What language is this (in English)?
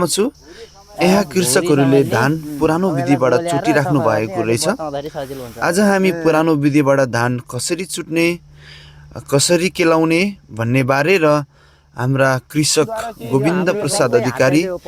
Nepali